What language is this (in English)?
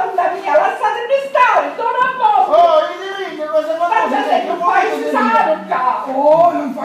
Sicilian